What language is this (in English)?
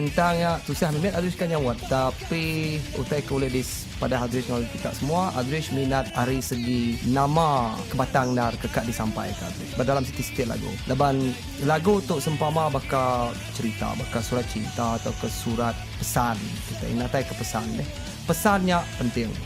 Iban